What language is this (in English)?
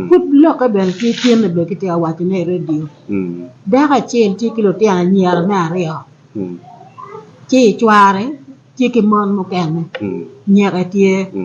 Acoli